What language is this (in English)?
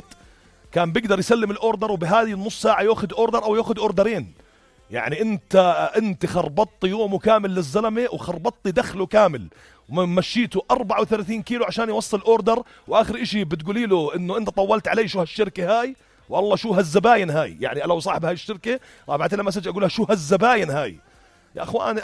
North Levantine Arabic